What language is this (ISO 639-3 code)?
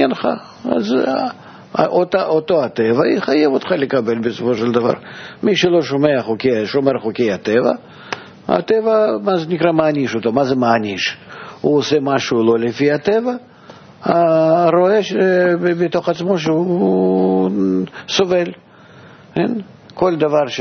heb